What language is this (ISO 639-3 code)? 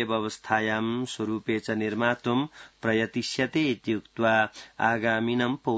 san